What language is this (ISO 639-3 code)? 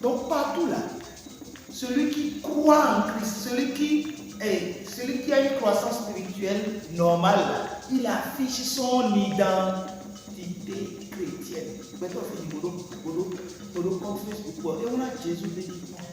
fon